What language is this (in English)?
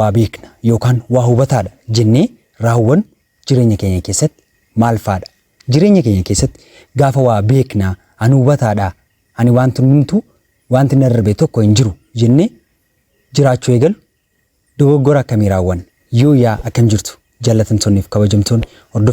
Oromo